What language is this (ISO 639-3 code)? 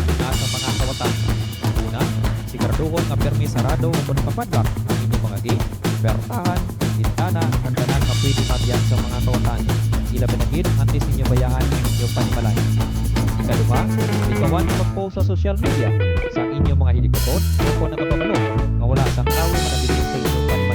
hil